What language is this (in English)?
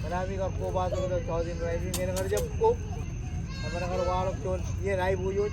Marshallese